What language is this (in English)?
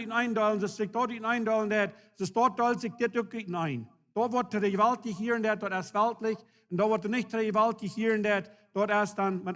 Plautdietsch